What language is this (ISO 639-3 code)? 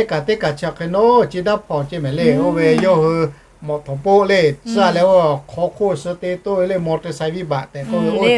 lhu